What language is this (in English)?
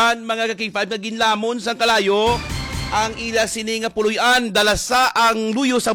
Hiligaynon